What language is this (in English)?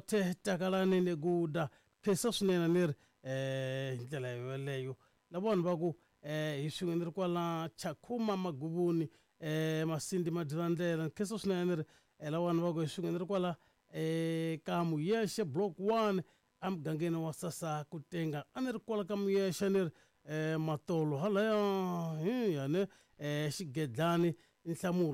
Tsonga